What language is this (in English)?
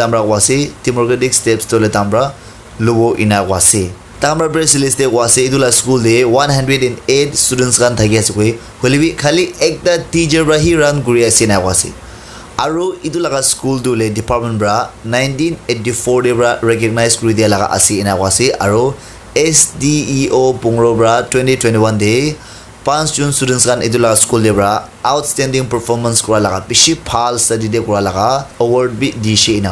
Naga Pidgin